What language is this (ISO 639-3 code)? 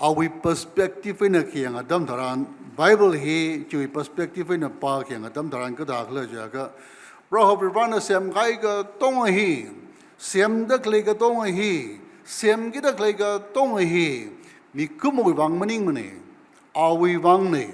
nmf